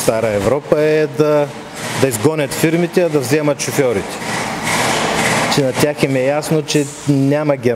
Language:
Bulgarian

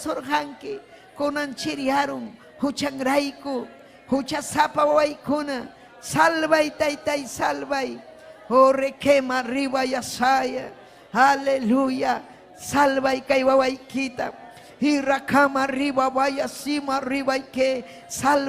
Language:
Ayacucho Quechua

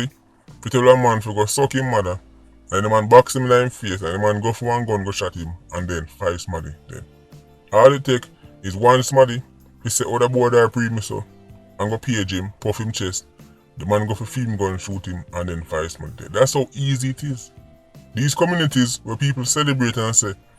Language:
Jamaican Creole English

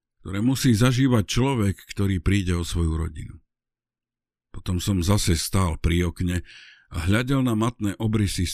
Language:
Slovak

